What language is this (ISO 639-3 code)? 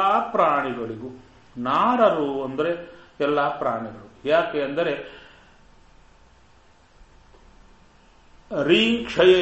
kan